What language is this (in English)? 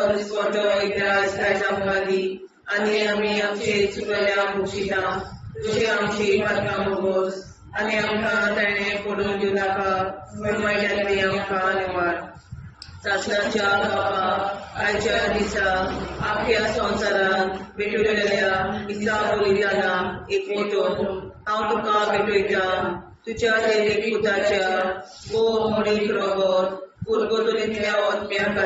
Konkani